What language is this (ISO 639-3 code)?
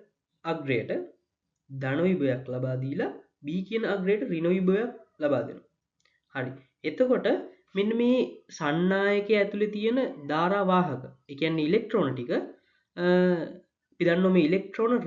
sin